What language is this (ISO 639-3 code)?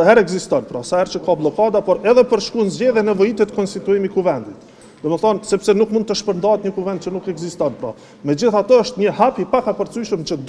sqi